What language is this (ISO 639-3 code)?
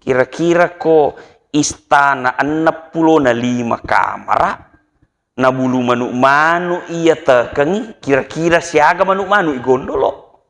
bug